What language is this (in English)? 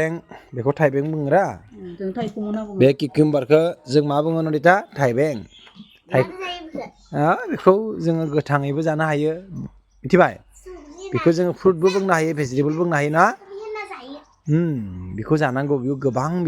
Bodo